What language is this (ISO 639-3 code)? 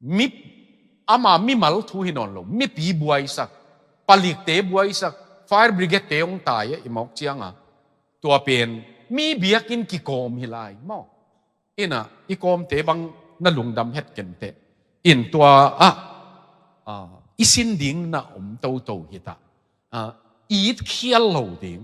ctd